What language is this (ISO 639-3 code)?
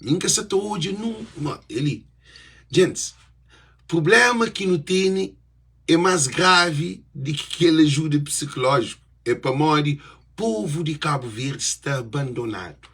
kea